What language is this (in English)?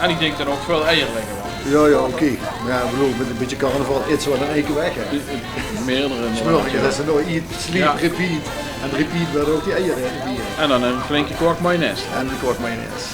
Limburgish